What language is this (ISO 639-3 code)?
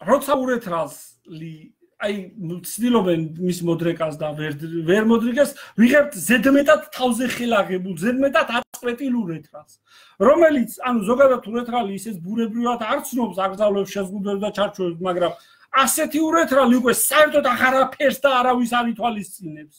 kat